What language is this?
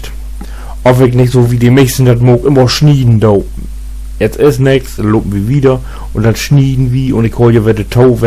Low German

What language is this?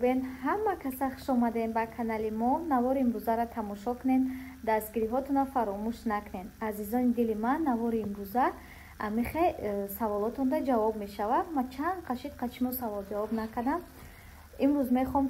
Tajik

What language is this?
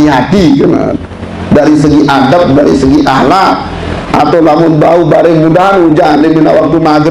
Sasak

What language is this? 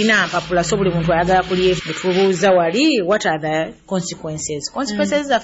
Nyoro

